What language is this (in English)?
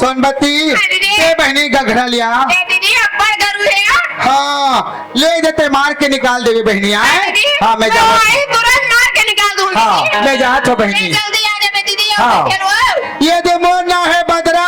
Chhattisgarhi